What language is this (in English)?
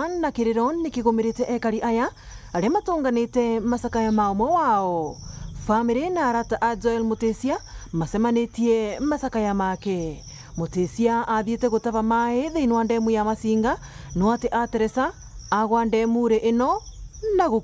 Meru